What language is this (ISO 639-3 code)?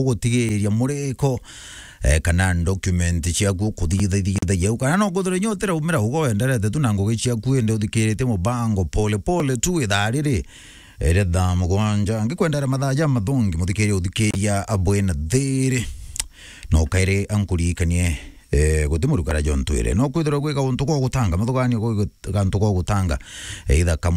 mer